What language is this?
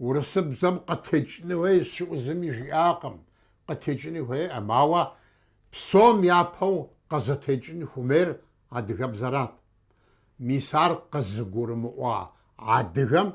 Kabardian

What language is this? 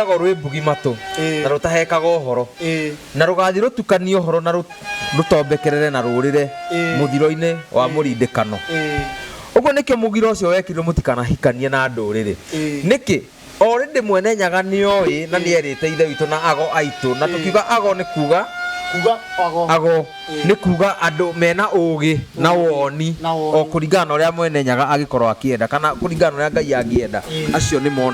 Kikuyu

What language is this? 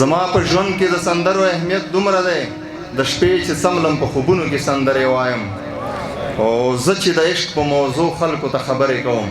Pashto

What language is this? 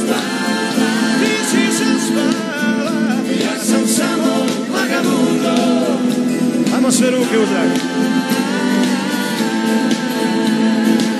Croatian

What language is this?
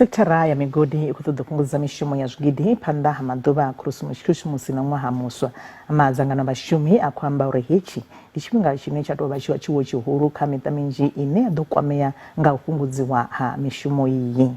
Venda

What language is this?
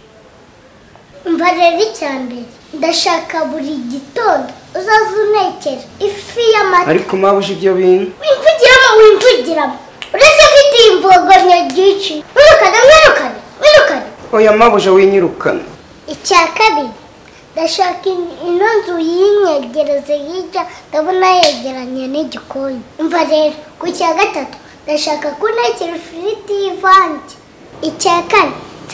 Kinyarwanda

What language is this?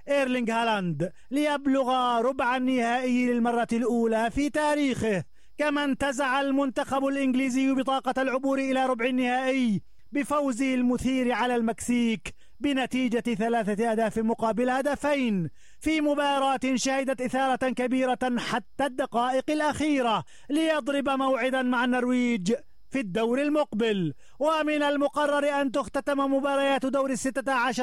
Arabic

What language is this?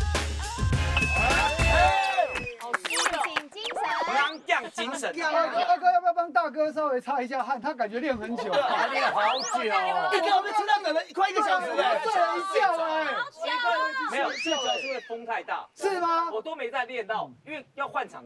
Chinese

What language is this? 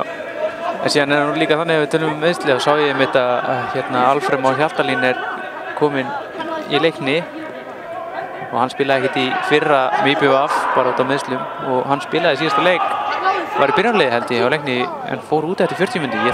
Icelandic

